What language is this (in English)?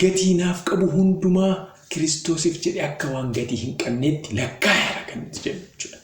Oromo